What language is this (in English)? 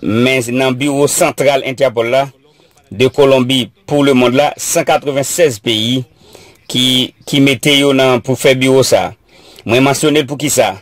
Haitian Creole